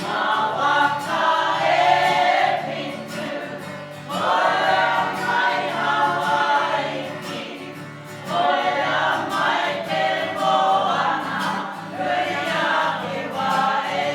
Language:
Māori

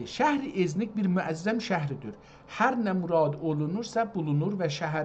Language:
South Azerbaijani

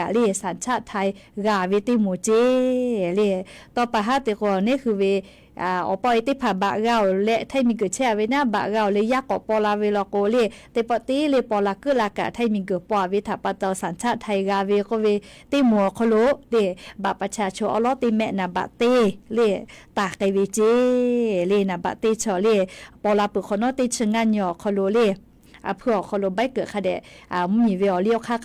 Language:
Lahu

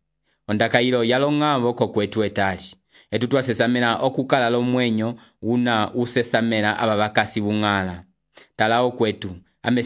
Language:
Umbundu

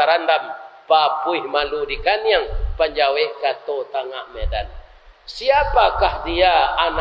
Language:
Minangkabau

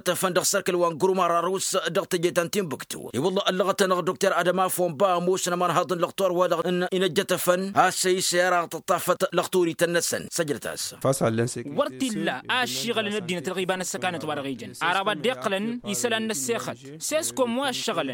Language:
Tamasheq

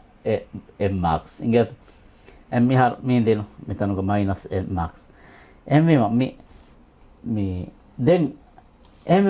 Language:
Divehi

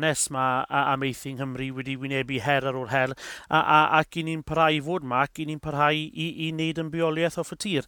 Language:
Welsh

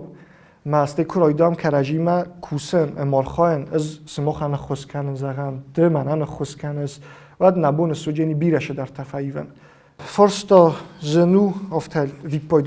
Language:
Ossetic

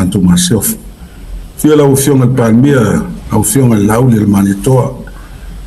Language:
Samoan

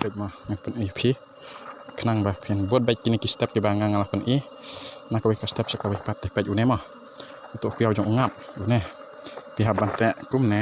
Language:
Khasi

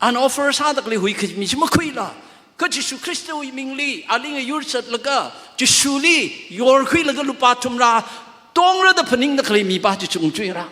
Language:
Tangkhul Naga (India)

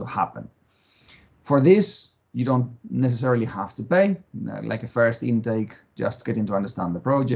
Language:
English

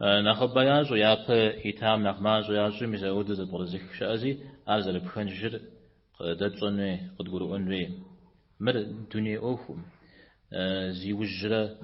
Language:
Kabardian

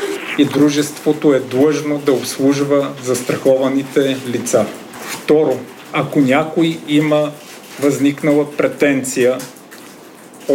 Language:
Bulgarian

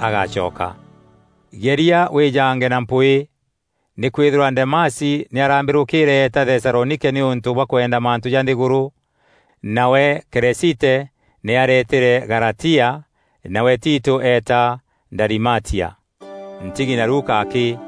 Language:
Meru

